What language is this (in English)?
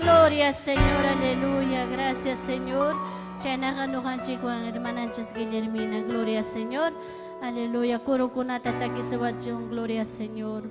Ayacucho Quechua